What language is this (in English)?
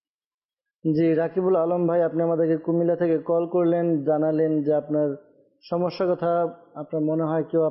Bangla